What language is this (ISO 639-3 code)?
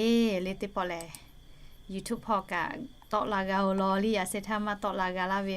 lhu